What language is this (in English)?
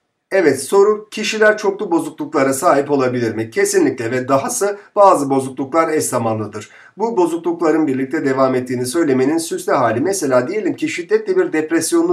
Turkish